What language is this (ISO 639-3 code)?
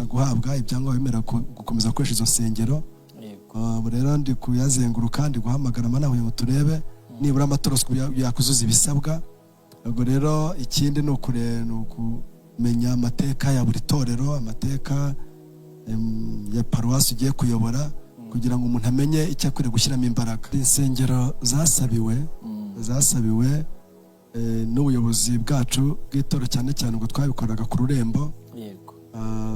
kin